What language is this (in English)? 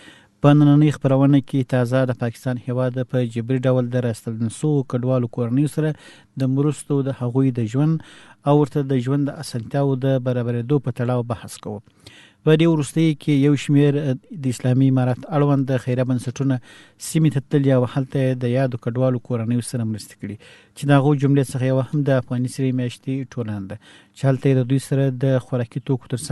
Pashto